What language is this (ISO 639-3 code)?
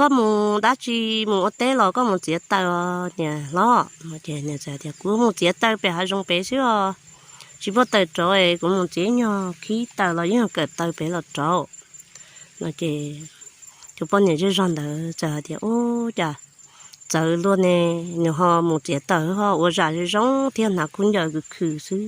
hmn